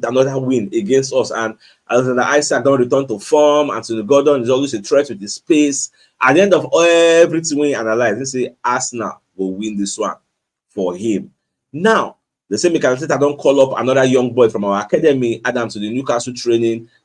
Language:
Nigerian Pidgin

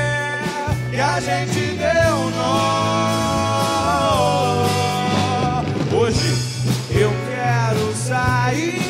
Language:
Portuguese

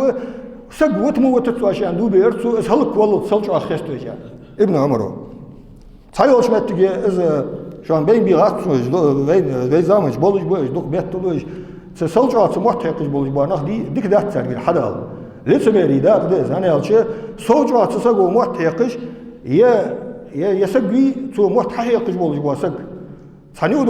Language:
Ingush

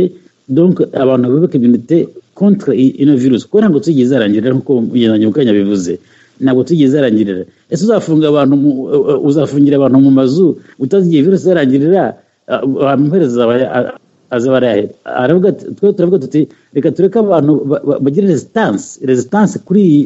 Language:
Kinyarwanda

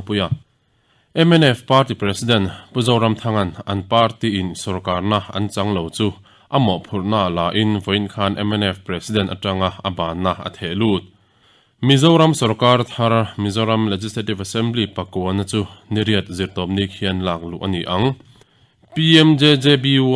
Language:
Mizo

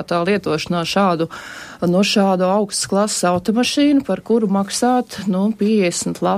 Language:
Latvian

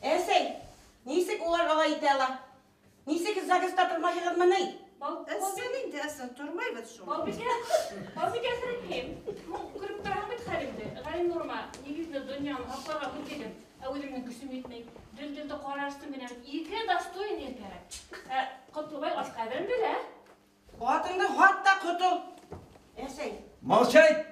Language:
Bashkir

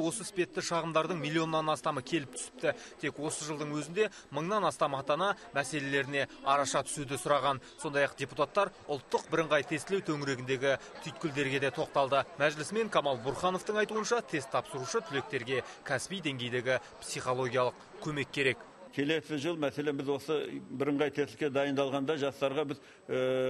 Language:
Kazakh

